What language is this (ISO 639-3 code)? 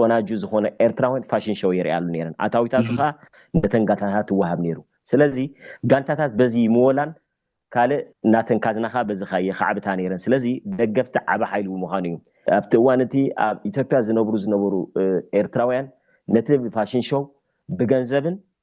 tir